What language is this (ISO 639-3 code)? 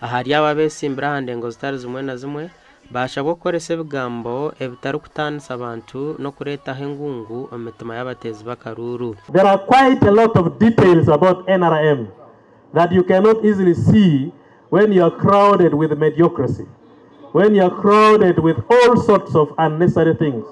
nyn